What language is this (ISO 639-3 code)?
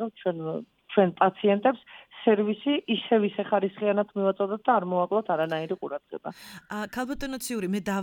kat